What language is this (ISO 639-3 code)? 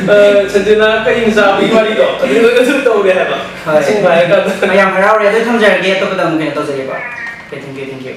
mni